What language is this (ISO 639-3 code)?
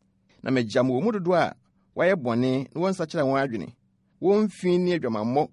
aka